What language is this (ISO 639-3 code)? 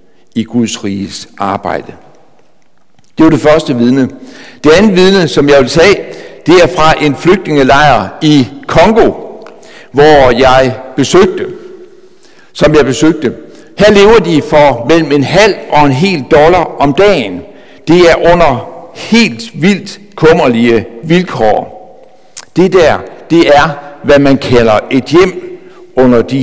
dan